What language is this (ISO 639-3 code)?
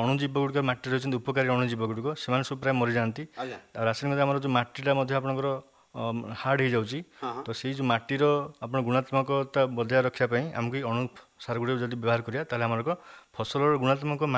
ori